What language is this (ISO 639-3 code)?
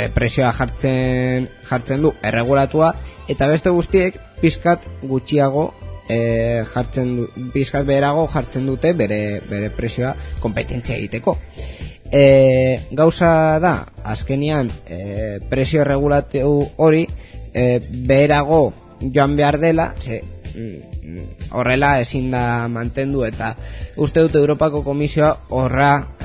eus